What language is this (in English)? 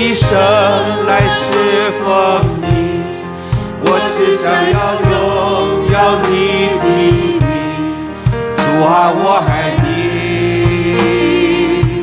Chinese